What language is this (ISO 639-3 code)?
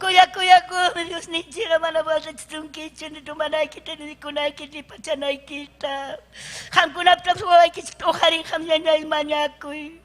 quy